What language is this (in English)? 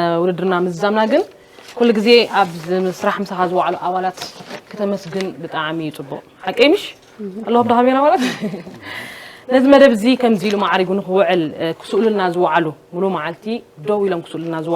Tigrinya